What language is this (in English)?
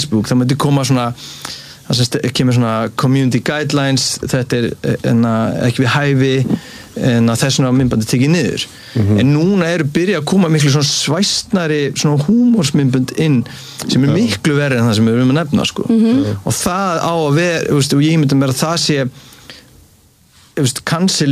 Icelandic